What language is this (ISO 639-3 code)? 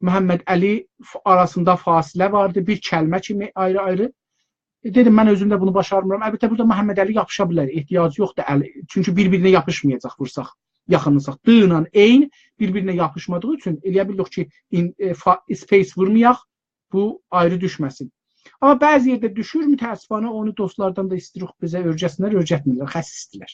azb